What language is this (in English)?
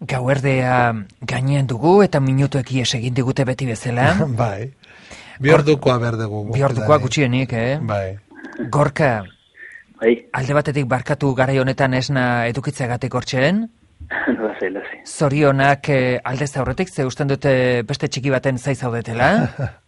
Basque